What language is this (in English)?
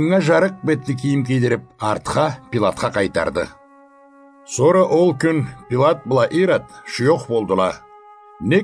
Karachay-Balkar